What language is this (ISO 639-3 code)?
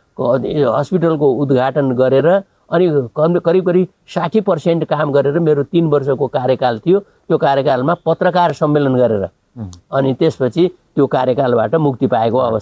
nep